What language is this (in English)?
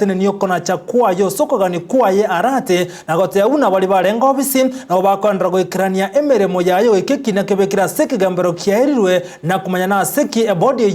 Gusii